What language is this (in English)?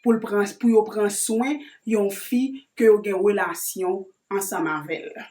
Haitian Creole